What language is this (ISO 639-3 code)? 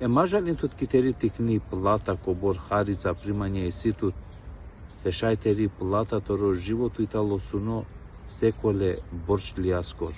rmn